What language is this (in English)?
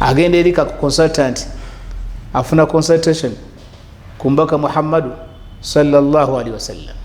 Ganda